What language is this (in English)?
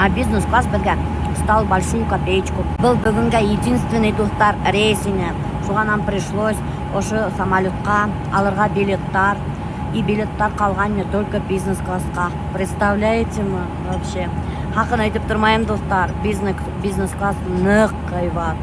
Bashkir